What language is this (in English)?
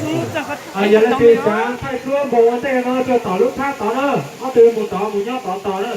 Hmong